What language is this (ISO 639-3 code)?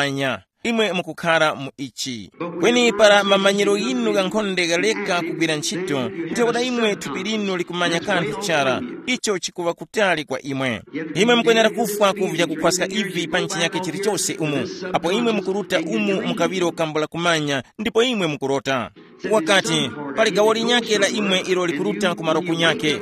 tum